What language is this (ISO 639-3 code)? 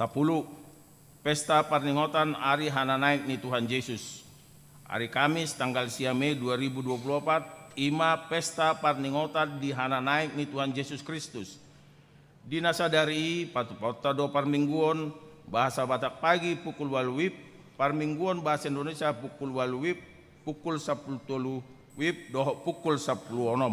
bbc